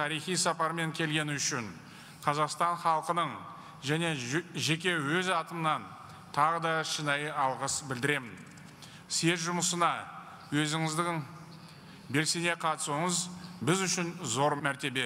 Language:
Kazakh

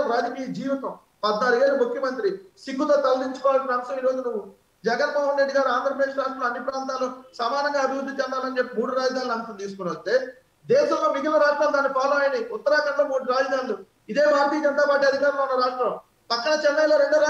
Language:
Telugu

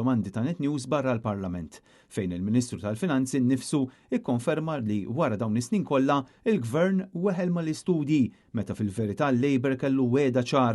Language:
Maltese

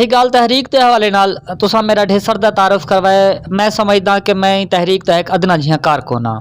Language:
Western Panjabi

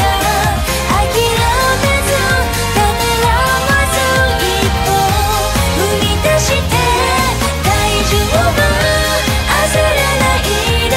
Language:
Japanese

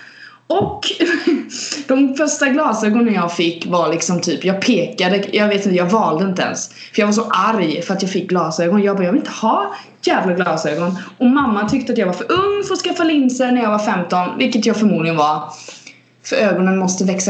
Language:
Swedish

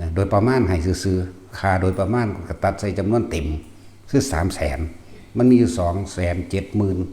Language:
Lao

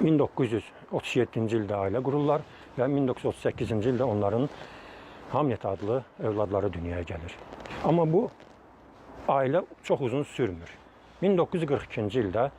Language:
Azerbaijani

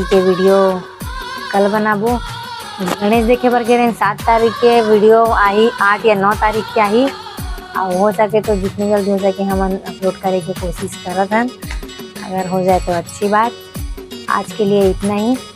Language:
Chhattisgarhi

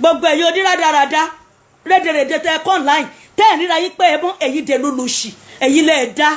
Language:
Yoruba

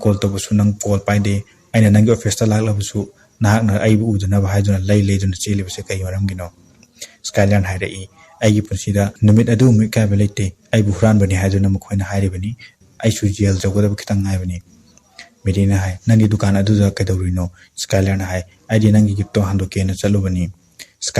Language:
Manipuri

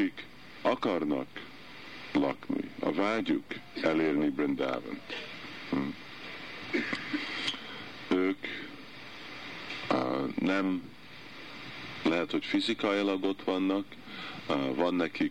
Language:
Hungarian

